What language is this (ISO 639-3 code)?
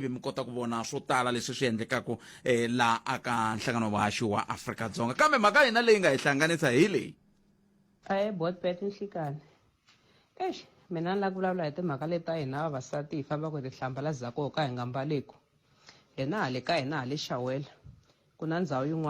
tso